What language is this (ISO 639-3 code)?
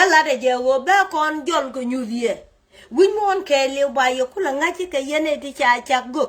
nus